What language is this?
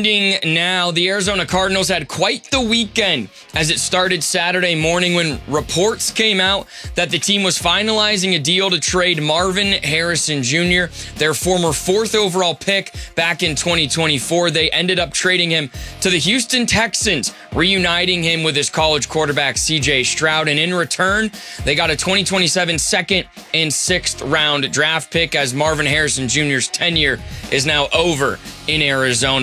English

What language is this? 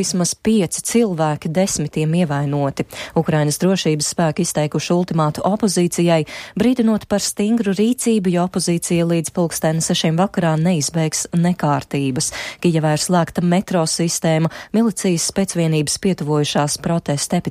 Latvian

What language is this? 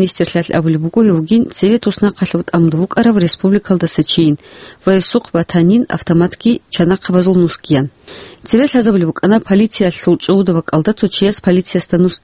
Avaric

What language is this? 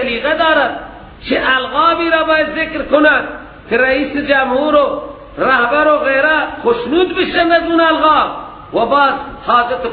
Persian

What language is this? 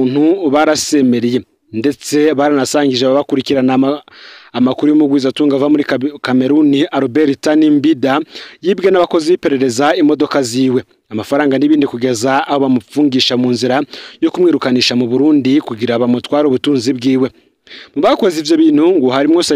Rundi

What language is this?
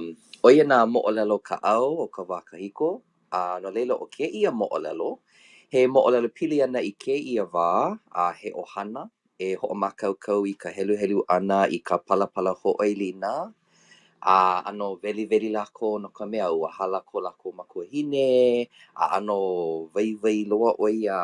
Hawaiian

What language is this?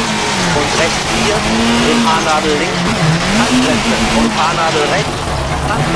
Bavarian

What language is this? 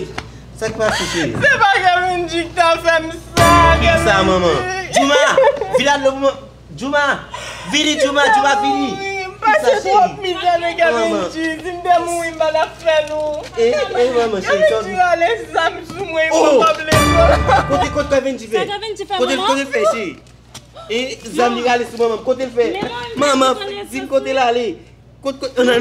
Haitian Creole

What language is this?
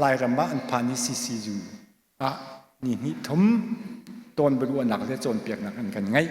Hakha Chin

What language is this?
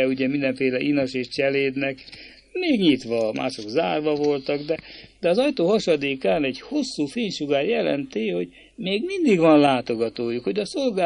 Hungarian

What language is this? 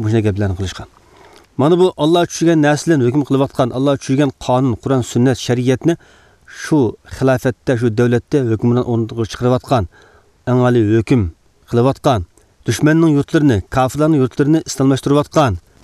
Uyghur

